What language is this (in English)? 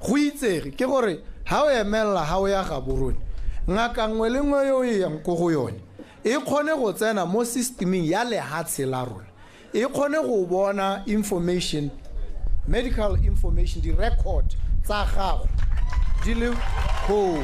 Tswana